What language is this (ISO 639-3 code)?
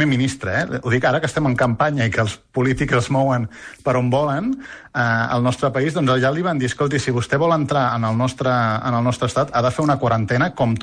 cat